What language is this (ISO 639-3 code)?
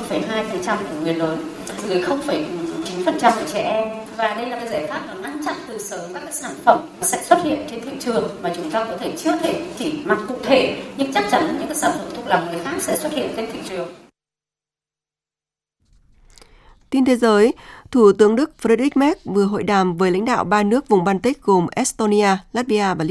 vie